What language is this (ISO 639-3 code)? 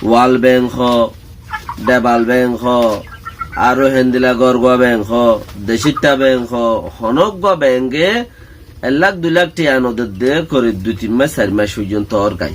rhg